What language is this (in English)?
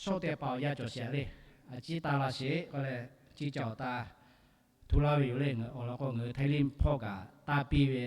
Lahu